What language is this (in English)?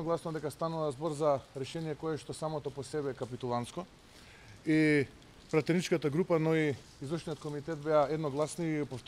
Macedonian